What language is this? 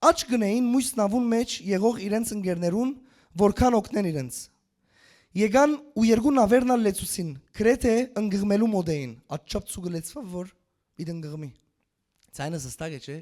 Western Armenian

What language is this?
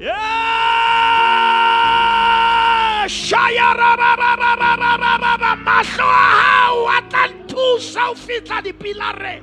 Southern Sotho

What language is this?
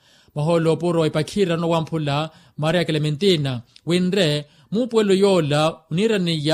Makhuwa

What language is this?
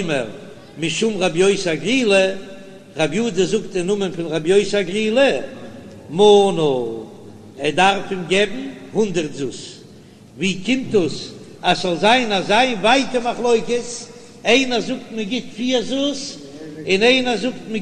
Yiddish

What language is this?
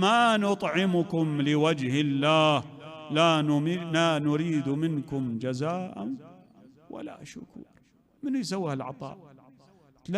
Mesopotamian Arabic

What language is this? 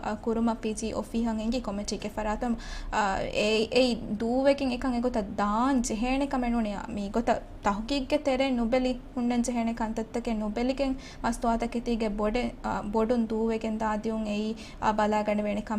Divehi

